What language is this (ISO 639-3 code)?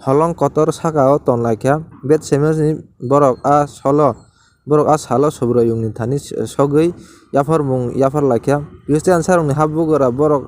trp